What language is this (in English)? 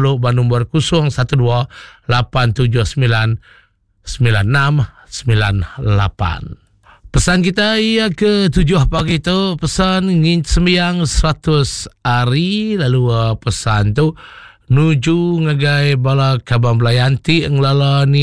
Iban